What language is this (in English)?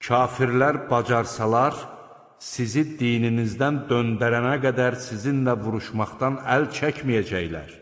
Azerbaijani